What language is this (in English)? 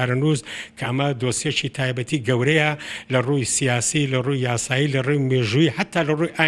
Central Kurdish